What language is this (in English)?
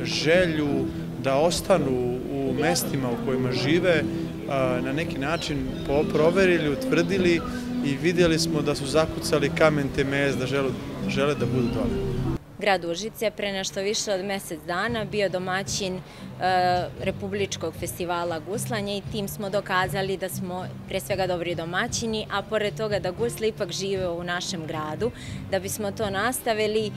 Serbian